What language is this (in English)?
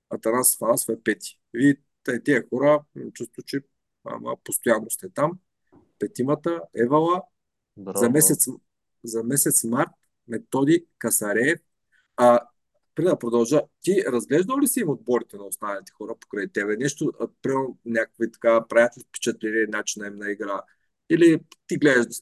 Bulgarian